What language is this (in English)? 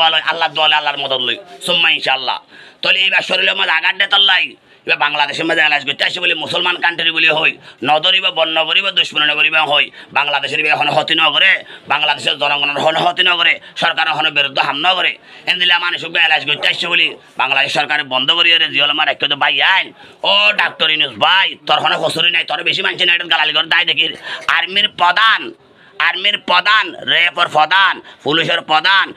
Rohingya